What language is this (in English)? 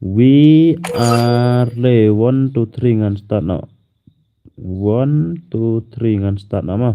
Khasi